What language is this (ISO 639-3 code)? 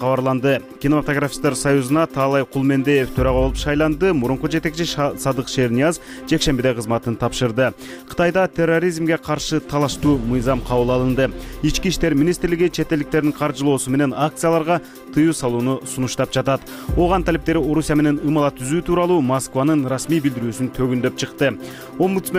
kir